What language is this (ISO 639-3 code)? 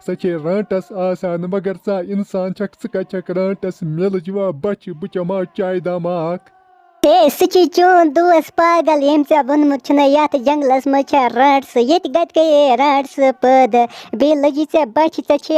kas